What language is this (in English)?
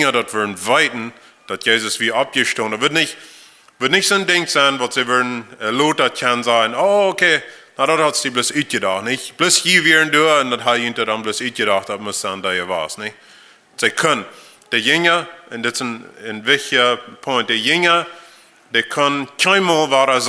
Plautdietsch